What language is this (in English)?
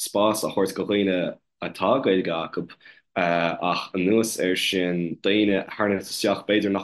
Irish